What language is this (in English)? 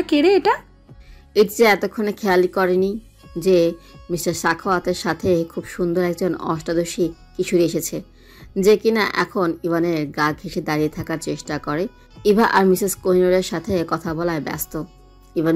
Bangla